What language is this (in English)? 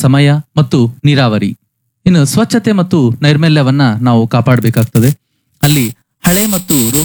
Kannada